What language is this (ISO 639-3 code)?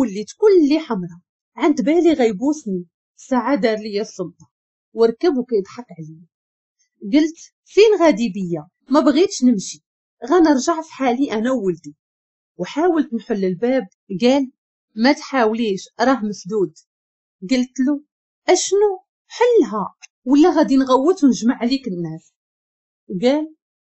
ary